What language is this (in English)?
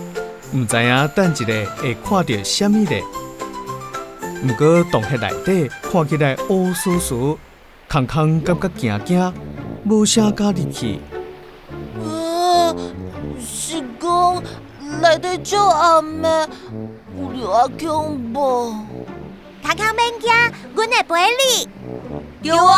Min Nan Chinese